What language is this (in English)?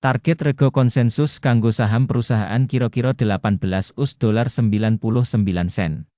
Javanese